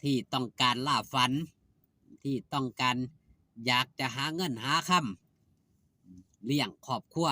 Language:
Northeastern Thai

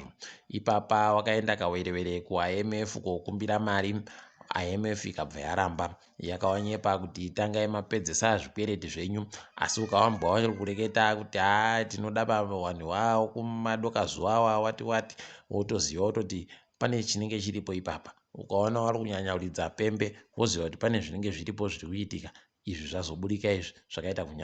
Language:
Ndau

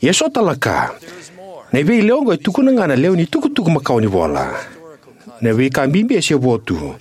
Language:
Fijian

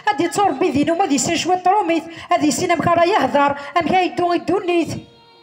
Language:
Kabyle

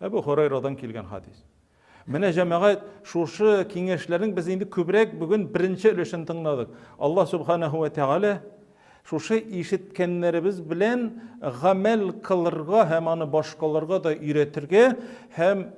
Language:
Tatar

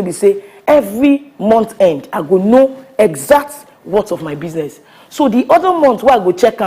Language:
Nigerian Pidgin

